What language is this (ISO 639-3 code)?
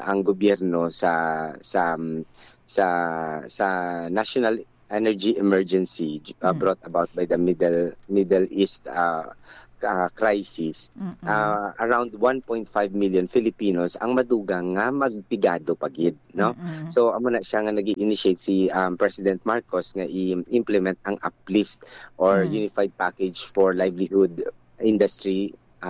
hil